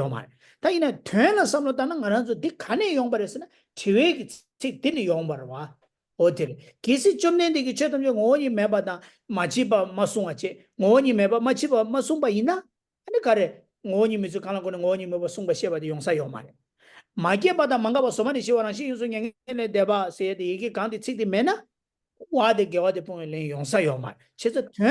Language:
Tibetan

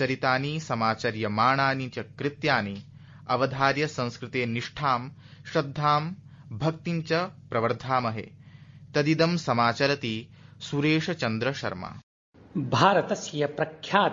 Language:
Sanskrit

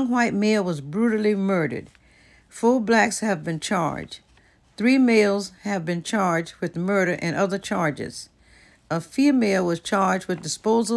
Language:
English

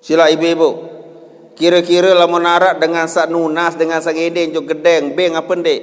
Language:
Sasak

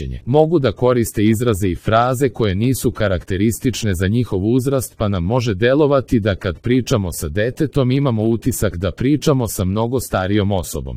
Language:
Serbian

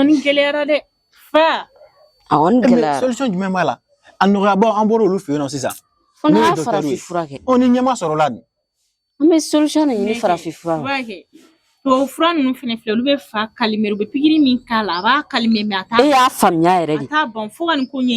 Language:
Bambara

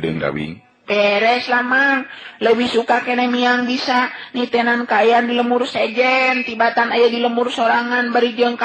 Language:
Sundanese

